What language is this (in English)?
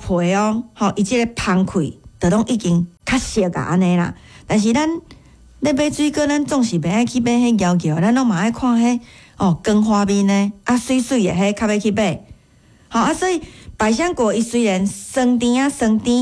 Min Nan Chinese